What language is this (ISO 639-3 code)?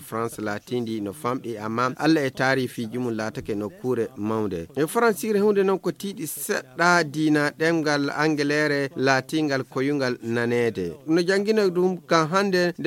ful